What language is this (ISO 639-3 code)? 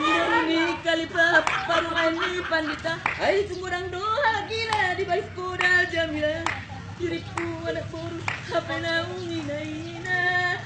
bbc